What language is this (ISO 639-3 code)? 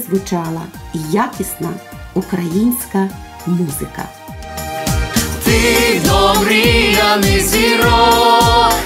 ukr